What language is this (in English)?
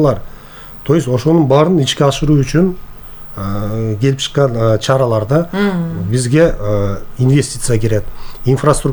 Kyrgyz